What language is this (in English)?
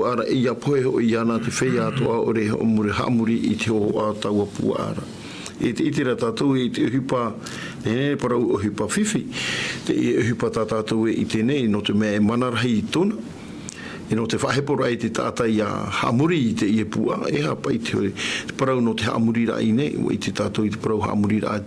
Tahitian